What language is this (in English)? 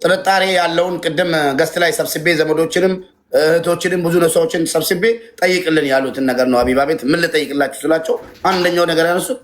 Amharic